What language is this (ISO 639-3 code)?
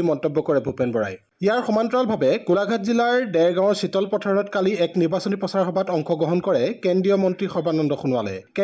asm